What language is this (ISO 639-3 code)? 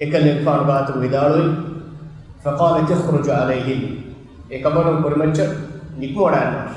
div